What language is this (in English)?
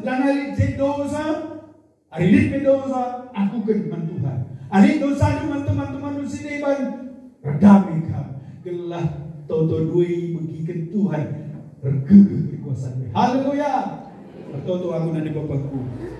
Batak Karo